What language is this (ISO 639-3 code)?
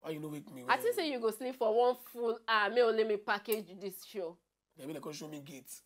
pcm